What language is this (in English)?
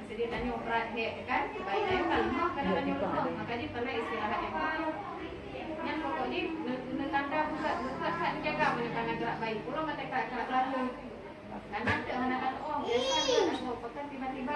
Achinese